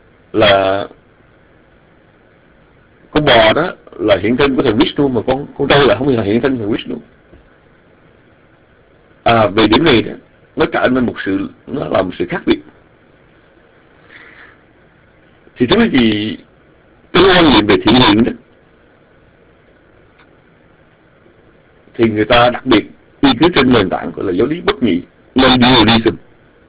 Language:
Vietnamese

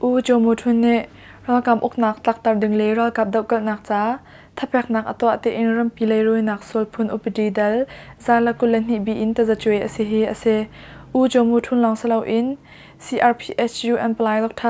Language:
Hakha Chin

